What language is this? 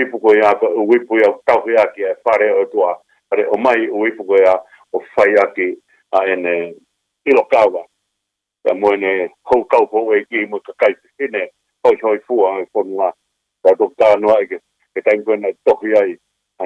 Tongan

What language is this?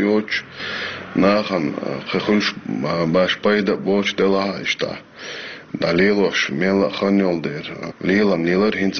Chechen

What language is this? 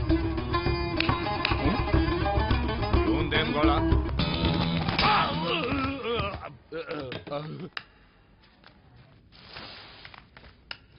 Kannada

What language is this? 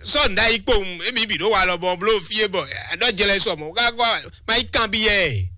Fon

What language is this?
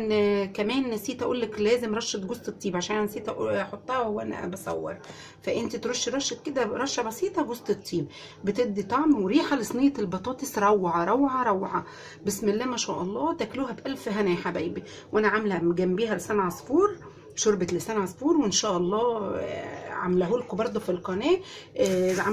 Egyptian Arabic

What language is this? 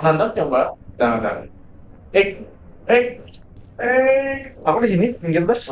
Banjar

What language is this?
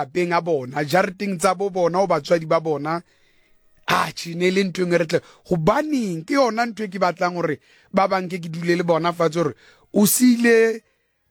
Southern Sotho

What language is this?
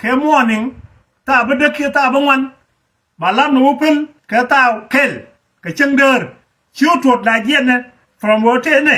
Nuer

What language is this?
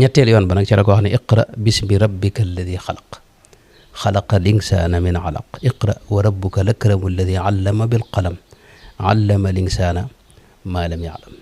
Wolof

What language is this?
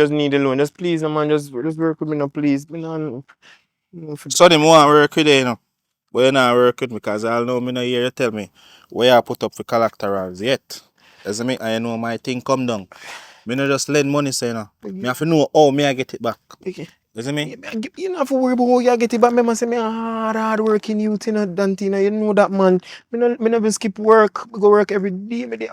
Jamaican Creole English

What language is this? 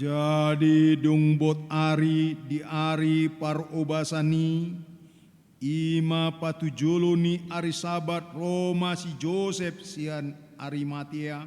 Batak Toba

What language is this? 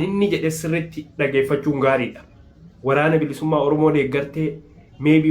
Oromo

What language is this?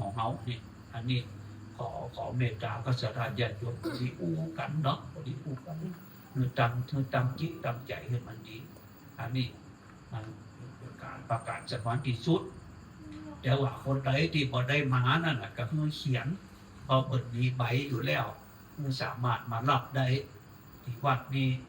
Lao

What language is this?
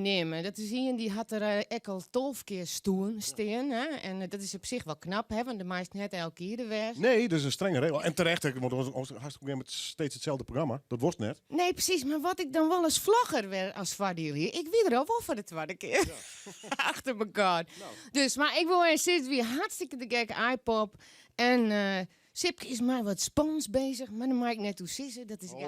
Western Frisian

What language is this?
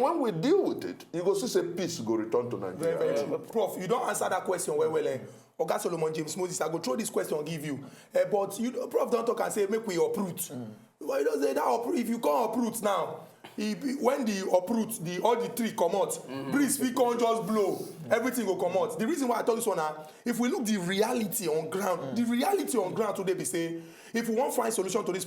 Nigerian Pidgin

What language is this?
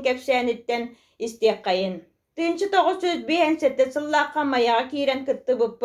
Yakut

